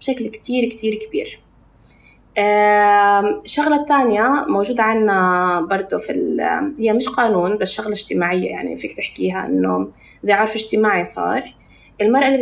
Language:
North Levantine Arabic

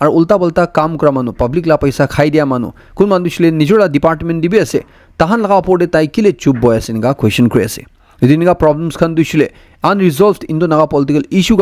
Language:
Naga Pidgin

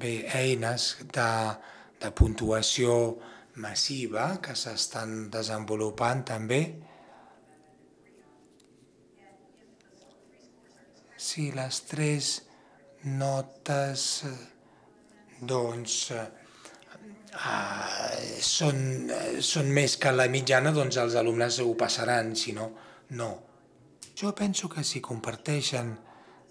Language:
Catalan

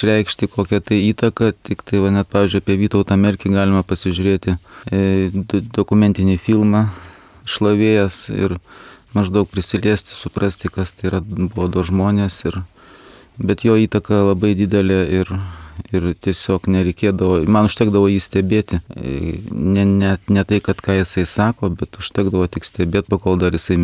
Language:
Lithuanian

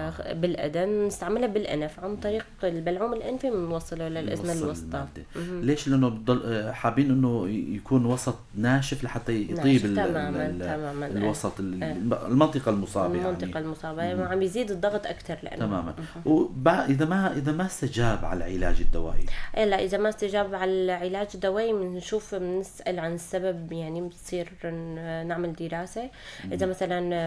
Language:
North Levantine Arabic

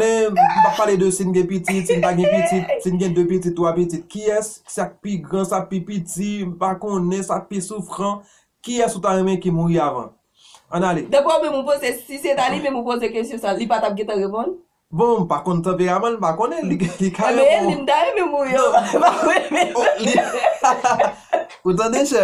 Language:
Haitian Creole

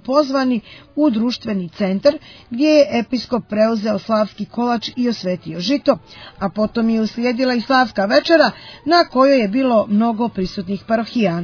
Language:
Serbian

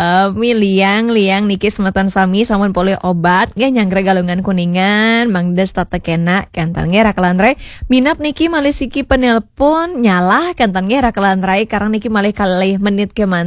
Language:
Balinese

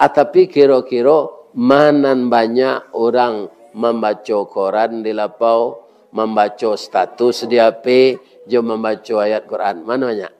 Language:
Minangkabau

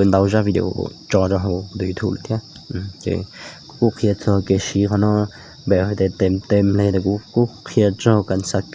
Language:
Hmong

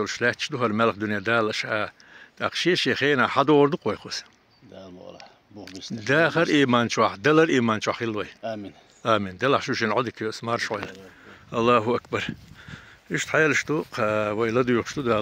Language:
Chechen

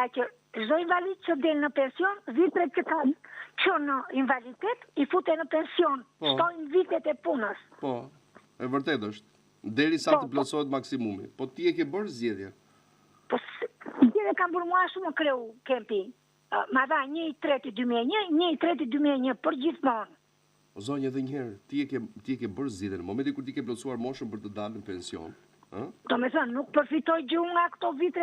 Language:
Albanian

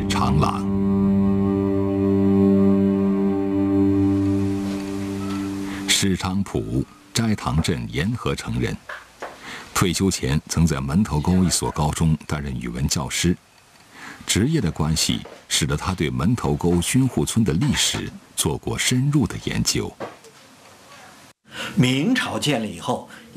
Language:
Chinese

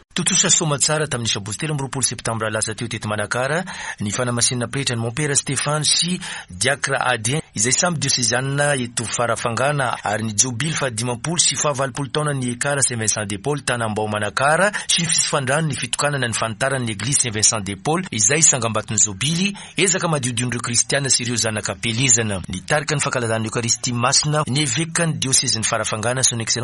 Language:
Malagasy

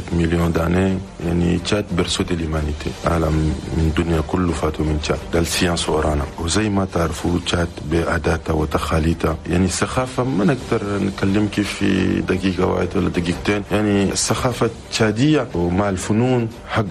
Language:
Chadian Arabic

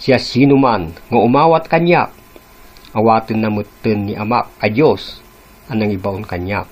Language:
Iloko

